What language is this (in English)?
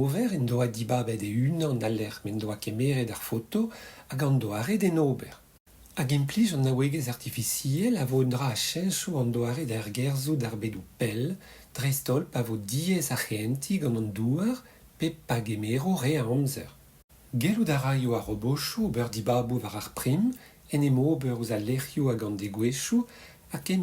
Breton